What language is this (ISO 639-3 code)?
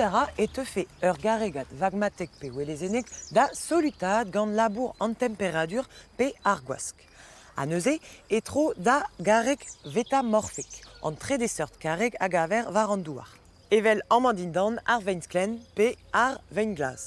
bre